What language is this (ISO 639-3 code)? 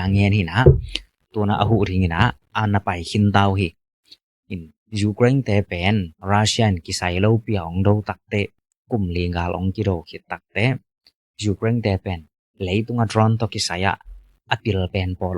ctd